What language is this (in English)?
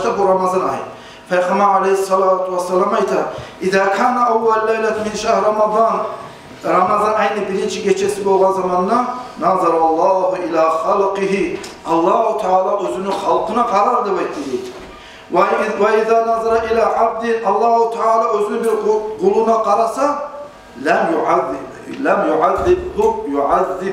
Kumyk